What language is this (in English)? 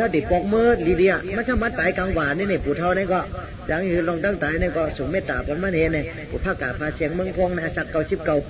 Shan